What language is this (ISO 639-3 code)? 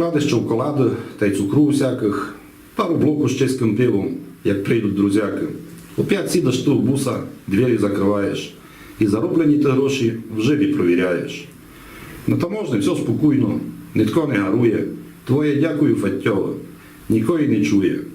rue